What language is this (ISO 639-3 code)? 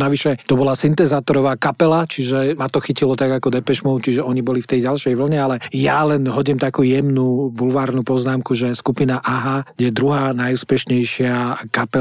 slk